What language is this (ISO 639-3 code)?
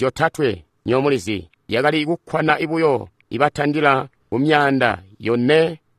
toi